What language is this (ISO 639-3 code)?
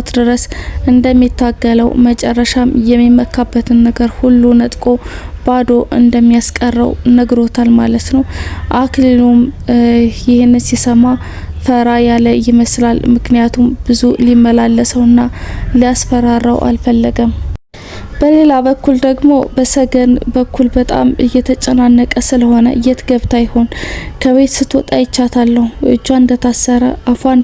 amh